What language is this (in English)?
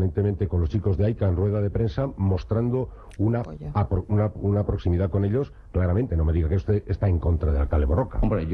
Spanish